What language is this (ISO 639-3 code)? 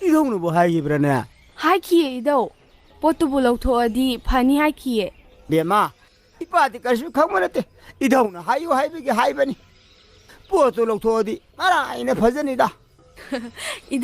mni